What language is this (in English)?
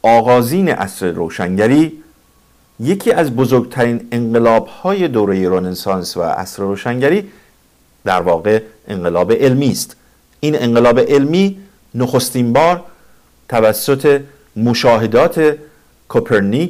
Persian